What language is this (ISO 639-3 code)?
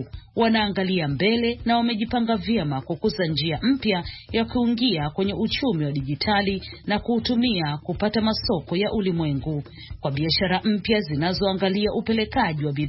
swa